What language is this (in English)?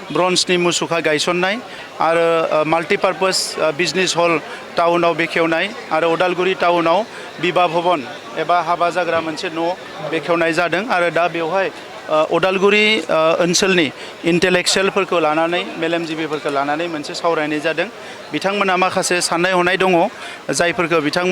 Bodo